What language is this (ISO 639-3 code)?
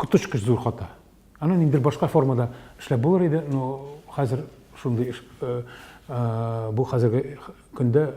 tat